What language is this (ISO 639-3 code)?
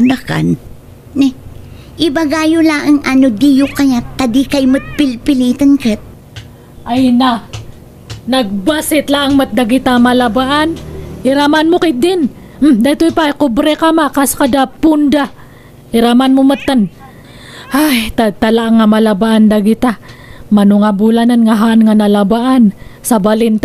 ilo